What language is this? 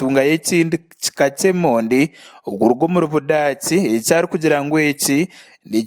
Nyankole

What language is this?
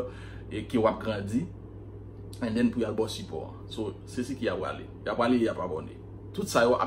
Haitian Creole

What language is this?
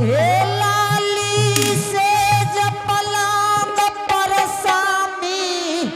Angika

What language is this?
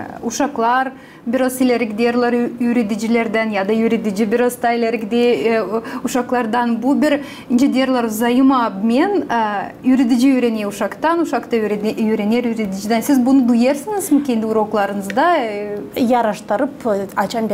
Gagauz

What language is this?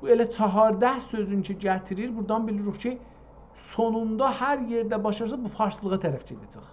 South Azerbaijani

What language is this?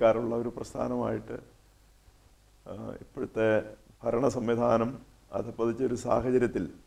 Malayalam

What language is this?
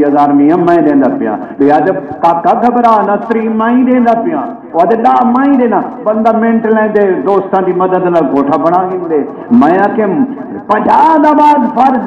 Saraiki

